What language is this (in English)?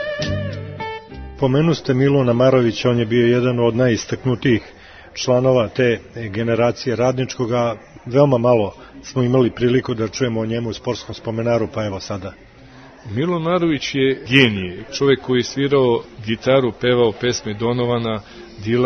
Serbian